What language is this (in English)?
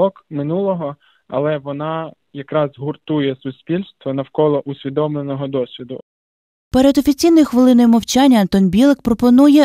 Ukrainian